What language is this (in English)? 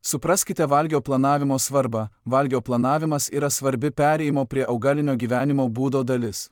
Lithuanian